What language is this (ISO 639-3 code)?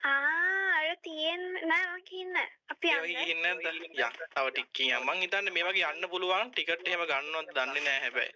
sin